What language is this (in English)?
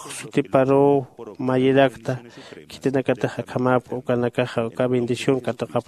Aymara